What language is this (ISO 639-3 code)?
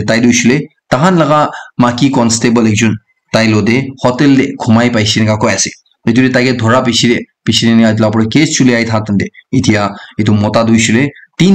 nag